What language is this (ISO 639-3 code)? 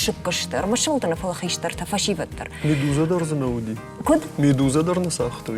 oss